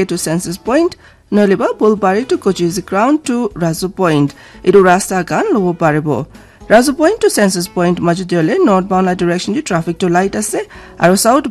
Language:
Naga Pidgin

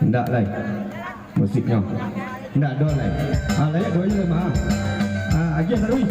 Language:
Minangkabau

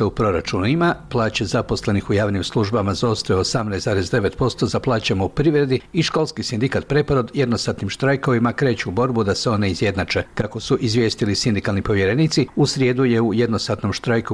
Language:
Bosnian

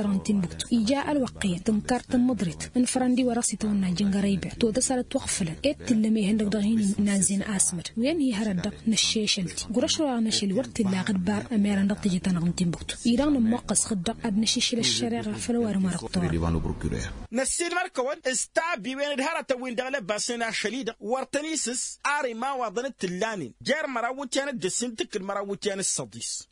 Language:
Tamasheq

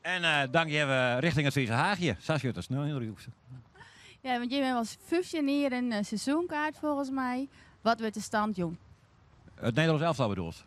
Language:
Western Frisian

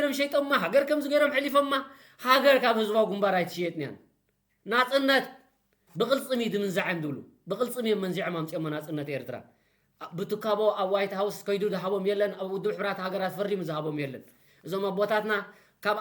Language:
Tigrinya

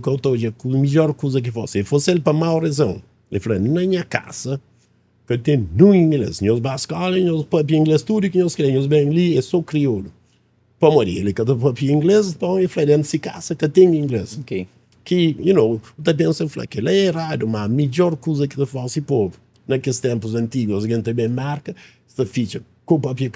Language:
Kabuverdianu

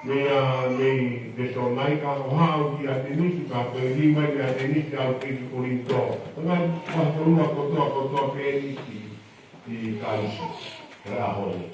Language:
Tongan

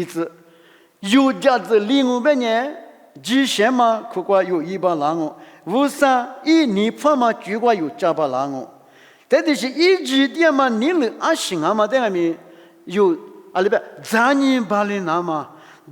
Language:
Lisu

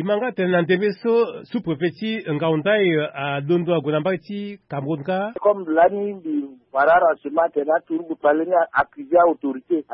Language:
Sango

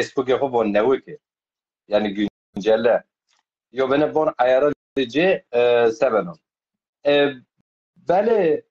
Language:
Zaza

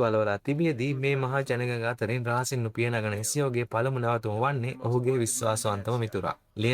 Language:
Sinhala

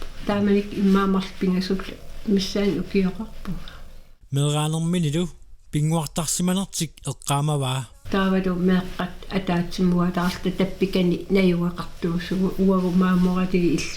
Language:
Kalaallisut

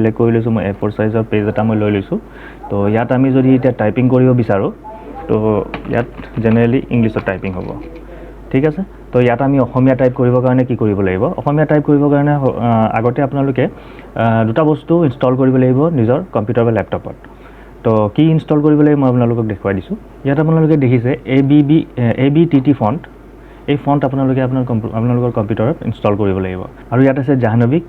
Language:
Assamese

